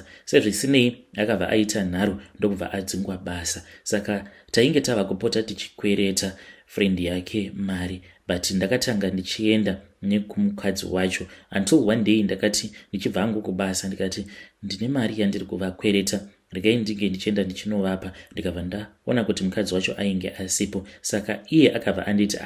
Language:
Shona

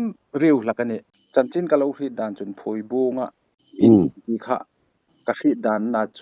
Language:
Hmar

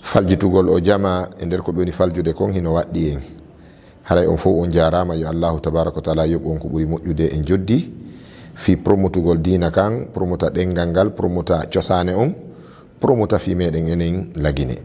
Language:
Fula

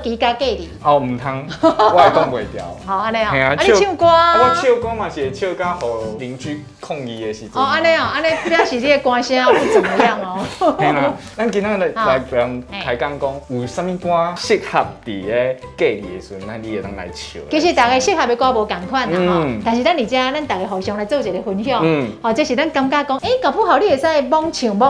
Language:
Min Nan Chinese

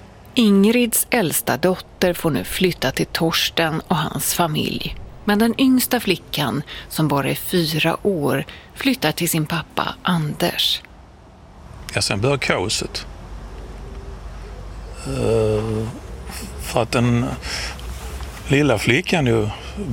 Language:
Swedish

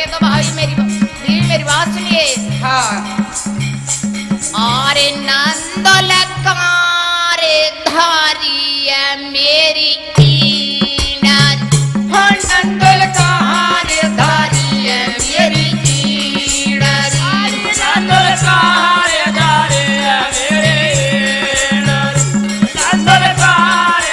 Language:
Hindi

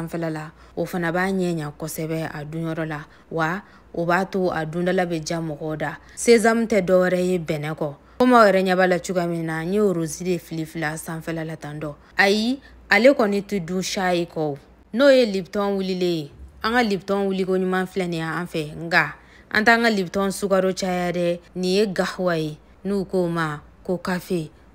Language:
Bambara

